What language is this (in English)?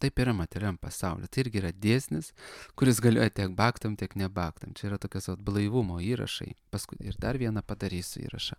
Lithuanian